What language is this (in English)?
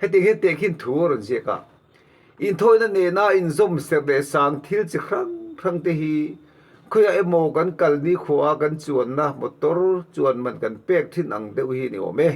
Mizo